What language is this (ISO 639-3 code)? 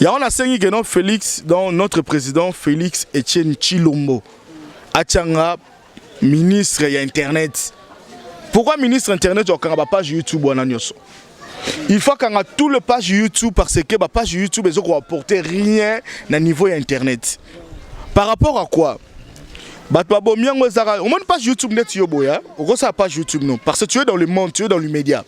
lin